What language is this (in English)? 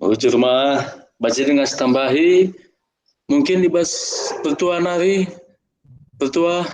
Batak Karo